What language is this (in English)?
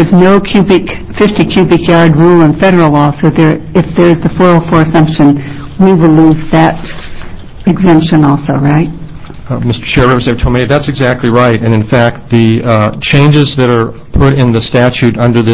English